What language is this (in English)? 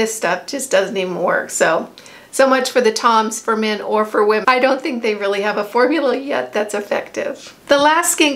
English